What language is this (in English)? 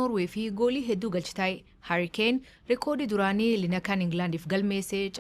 Oromo